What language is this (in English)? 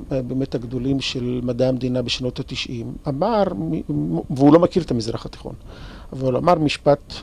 Hebrew